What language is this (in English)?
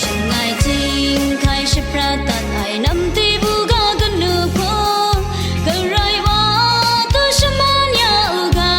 Kachin